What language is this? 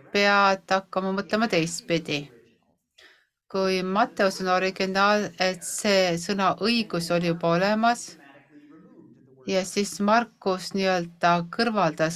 Estonian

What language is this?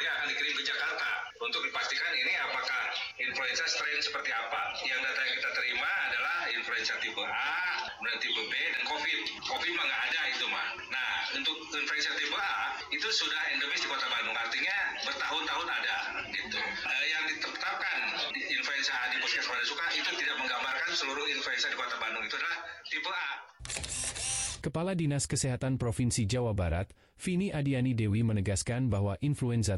Indonesian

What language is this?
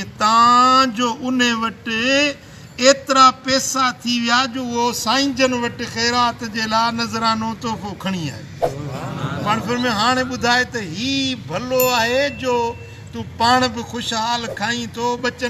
Sindhi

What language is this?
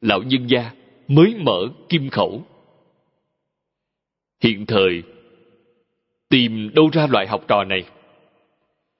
Vietnamese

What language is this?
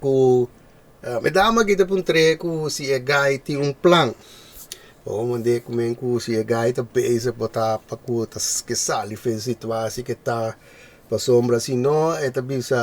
Papiamento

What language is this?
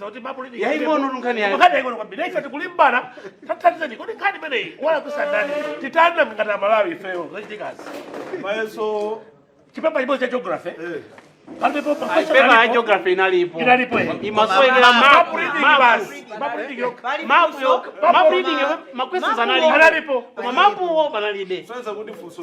Nyanja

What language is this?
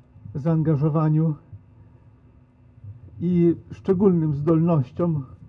Polish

